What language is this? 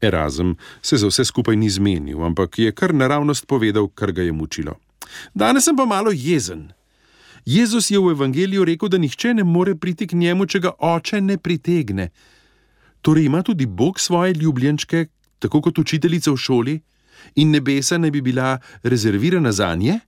Slovenian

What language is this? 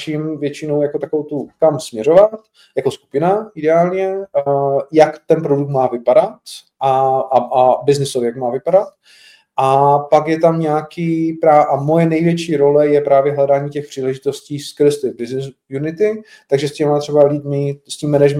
Czech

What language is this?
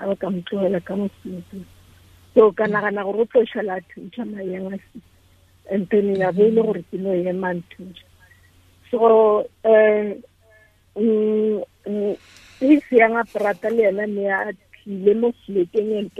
Tswana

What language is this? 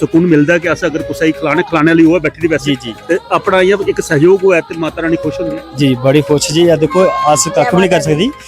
Dogri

